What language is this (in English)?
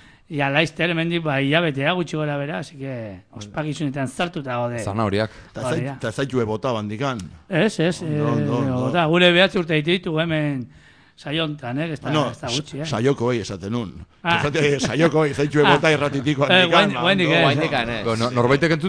Basque